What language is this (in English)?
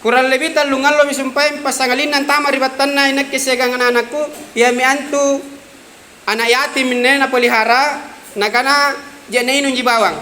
Makasar